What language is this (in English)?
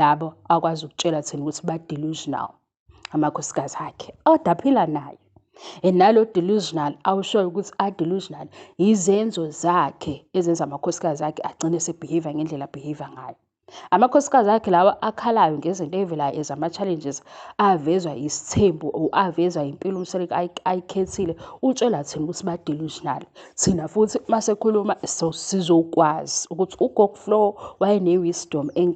Zulu